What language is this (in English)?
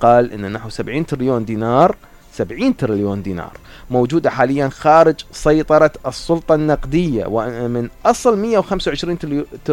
Mesopotamian Arabic